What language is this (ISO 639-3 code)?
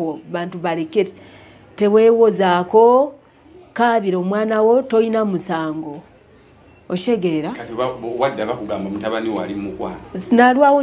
lug